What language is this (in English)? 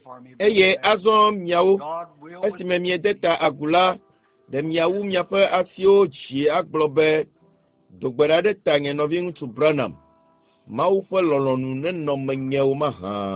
Ewe